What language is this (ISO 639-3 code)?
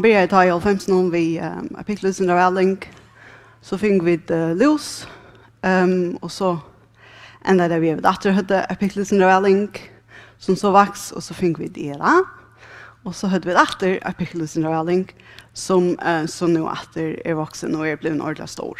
fao